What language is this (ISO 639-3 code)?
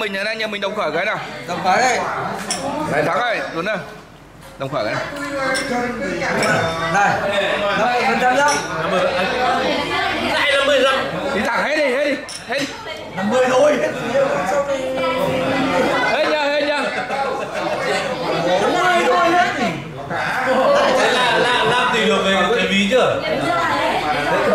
vie